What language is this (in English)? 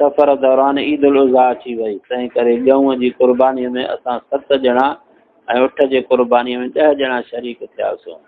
Sindhi